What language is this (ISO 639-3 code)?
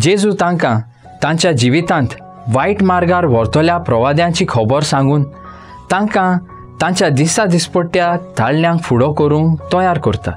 kok